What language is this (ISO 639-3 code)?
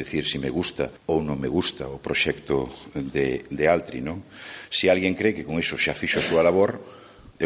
glg